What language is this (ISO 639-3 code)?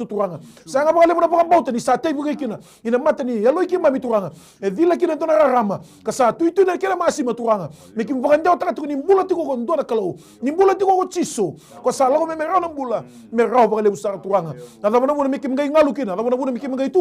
fij